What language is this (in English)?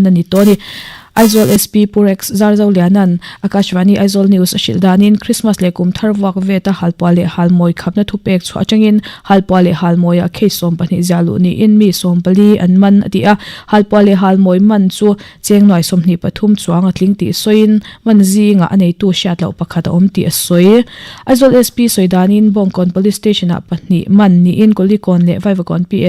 Mizo